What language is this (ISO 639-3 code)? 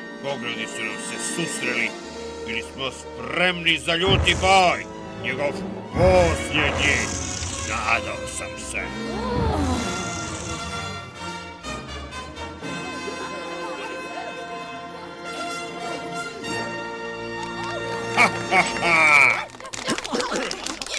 hrv